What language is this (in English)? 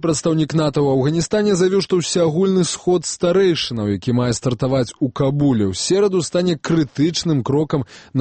Belarusian